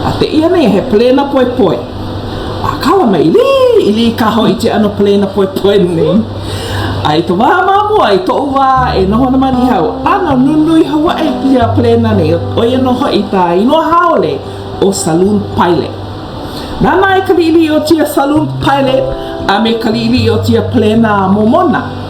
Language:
Hawaiian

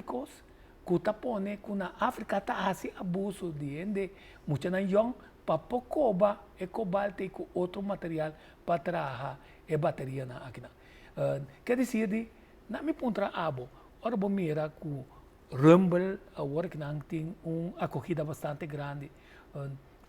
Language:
Papiamento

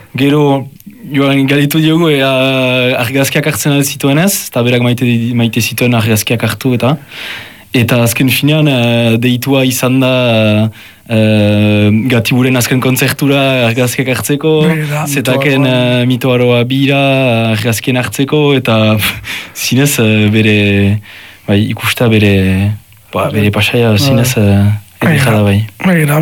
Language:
Basque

